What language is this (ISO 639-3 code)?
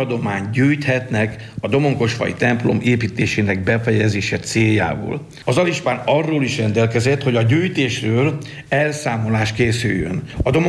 hun